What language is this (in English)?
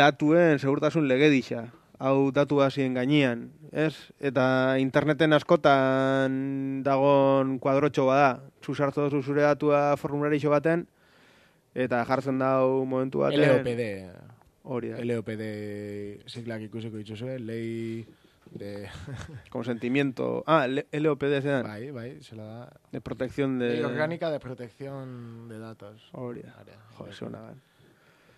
Basque